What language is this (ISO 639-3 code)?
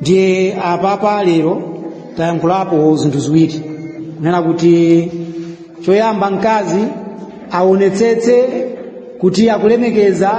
nya